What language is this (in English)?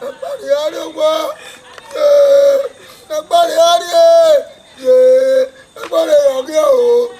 Bini